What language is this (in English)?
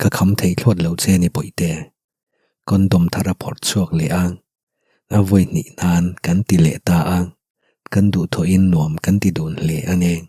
Mizo